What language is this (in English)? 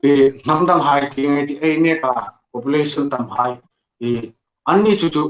Hmar